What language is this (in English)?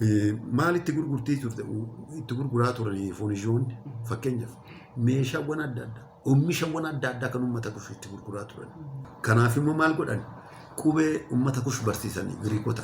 Oromo